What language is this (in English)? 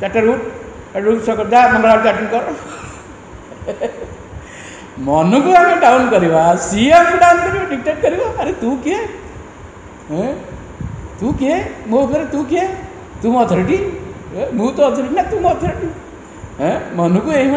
Odia